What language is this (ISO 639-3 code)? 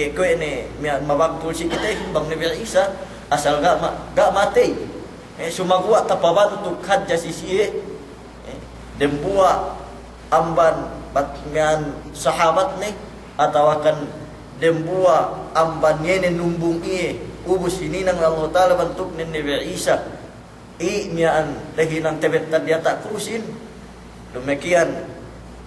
yka